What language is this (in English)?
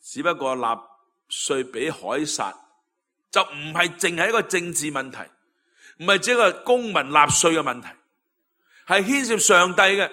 Cantonese